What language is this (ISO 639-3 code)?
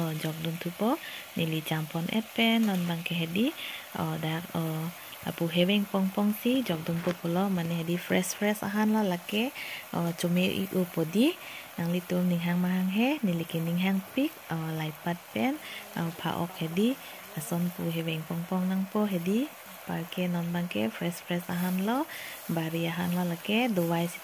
mjw